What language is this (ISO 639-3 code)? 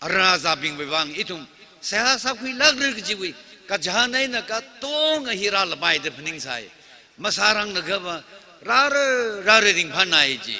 nmf